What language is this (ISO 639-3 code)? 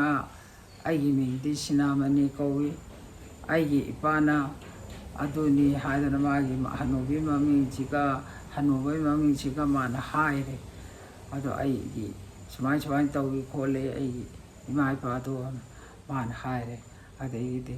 mni